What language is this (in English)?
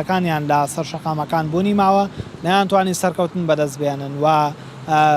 Central Kurdish